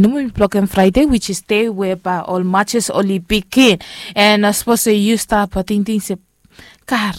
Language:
Bislama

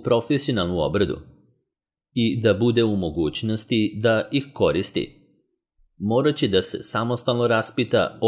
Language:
Serbian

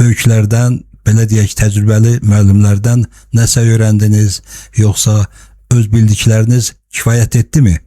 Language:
Azerbaijani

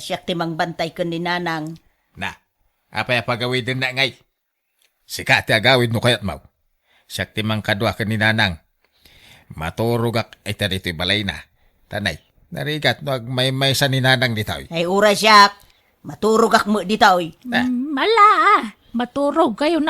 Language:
Iloko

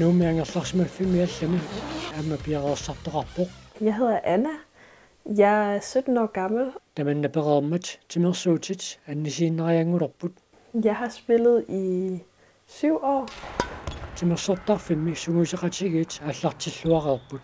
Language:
Kalaallisut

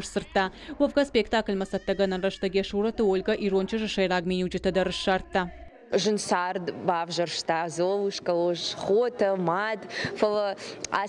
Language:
Ossetic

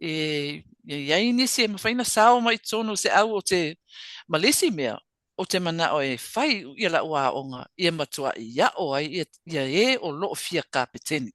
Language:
Samoan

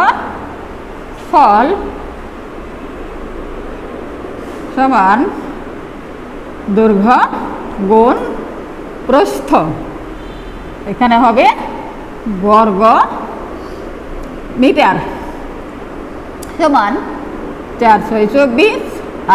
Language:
Bangla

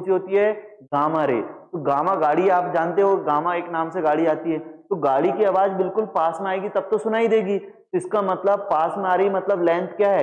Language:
Hindi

